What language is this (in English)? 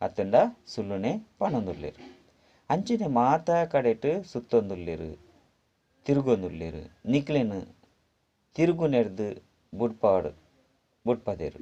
Tulu